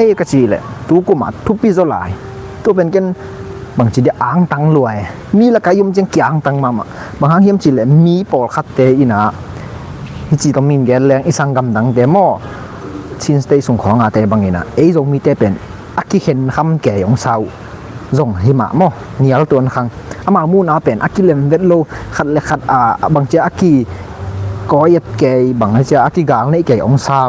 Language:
Tedim Chin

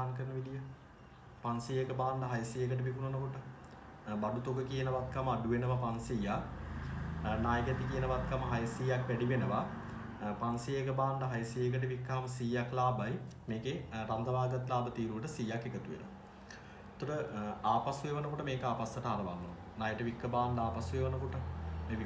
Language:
Sinhala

